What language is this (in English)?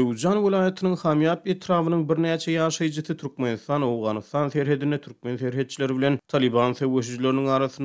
Turkmen